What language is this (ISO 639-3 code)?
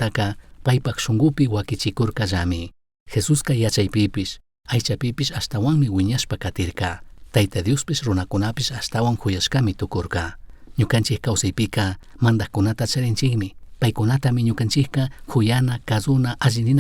qug